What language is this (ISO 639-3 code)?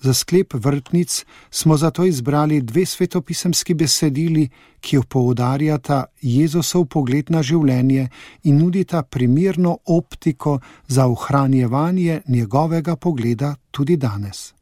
slv